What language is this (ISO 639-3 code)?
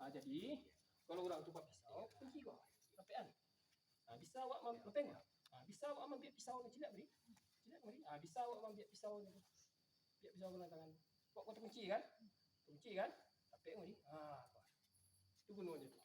min